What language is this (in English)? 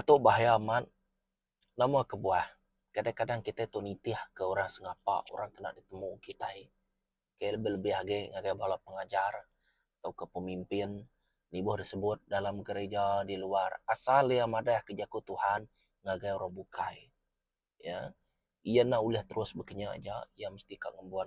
Iban